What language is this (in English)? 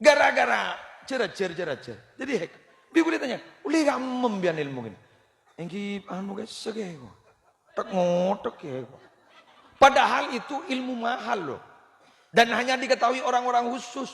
Madurese